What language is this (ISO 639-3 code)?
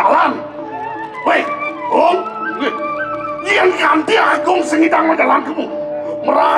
ban